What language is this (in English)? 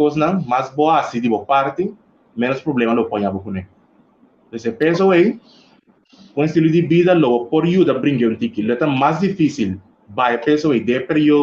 Papiamento